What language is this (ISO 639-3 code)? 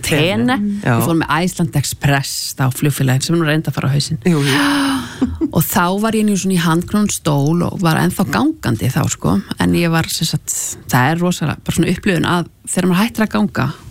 isl